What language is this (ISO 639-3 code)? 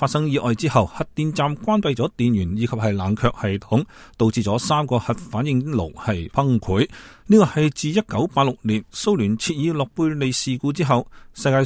yue